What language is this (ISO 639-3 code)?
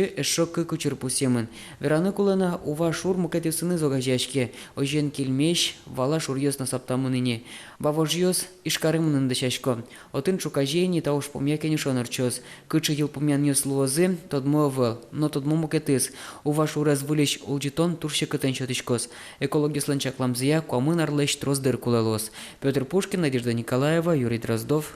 udm